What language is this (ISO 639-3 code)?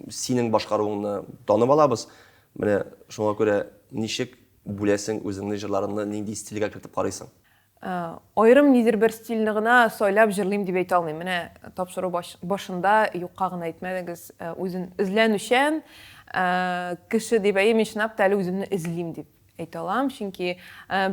tat